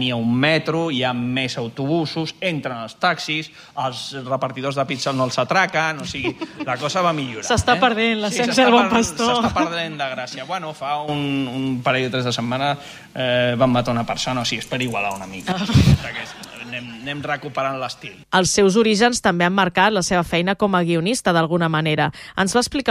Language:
Catalan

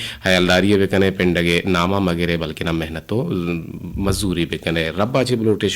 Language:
Eastern Balochi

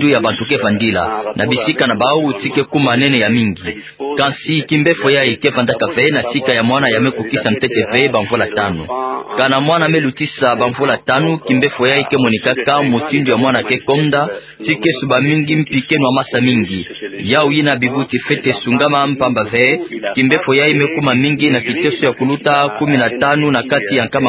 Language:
Kituba (Democratic Republic of Congo)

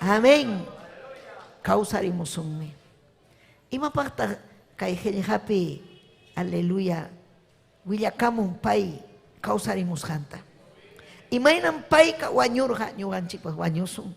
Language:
Ayacucho Quechua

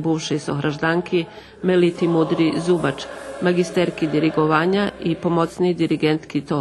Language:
Rusyn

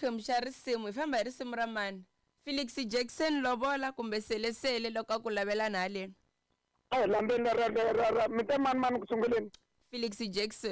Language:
Tsonga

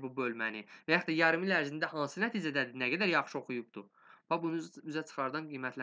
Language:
Azerbaijani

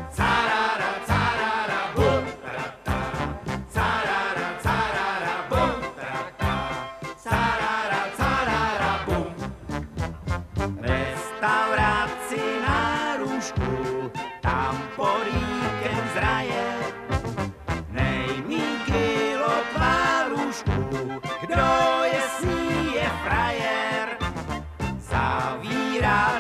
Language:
Czech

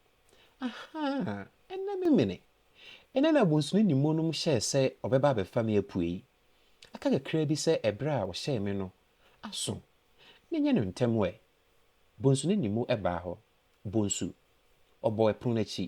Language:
Akan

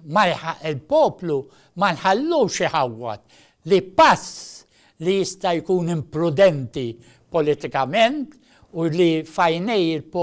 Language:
Maltese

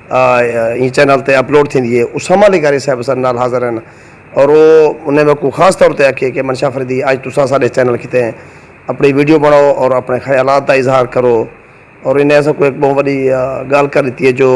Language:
Saraiki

